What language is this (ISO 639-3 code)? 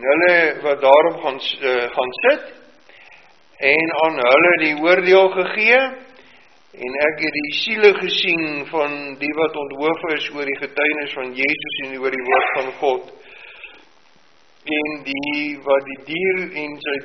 afr